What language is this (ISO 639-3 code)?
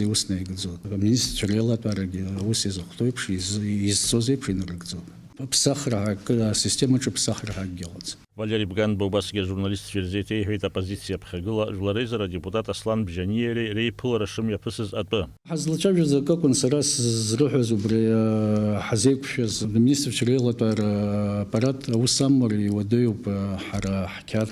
abk